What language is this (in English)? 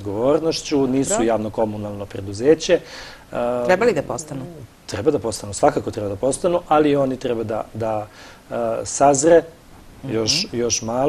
Serbian